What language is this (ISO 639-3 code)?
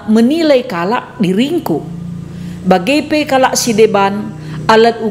btx